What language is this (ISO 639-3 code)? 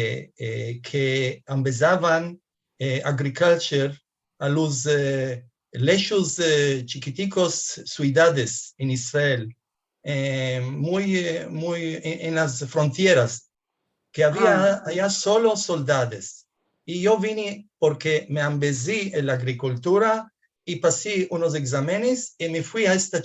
lad